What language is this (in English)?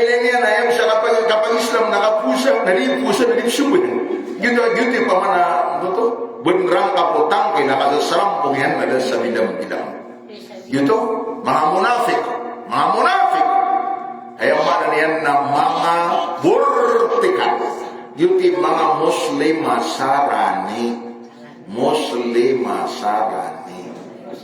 Maranao